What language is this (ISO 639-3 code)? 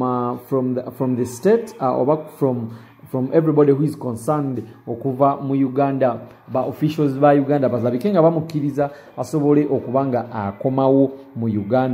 lug